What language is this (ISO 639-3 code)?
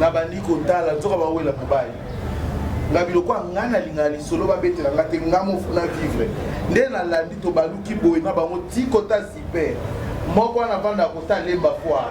lin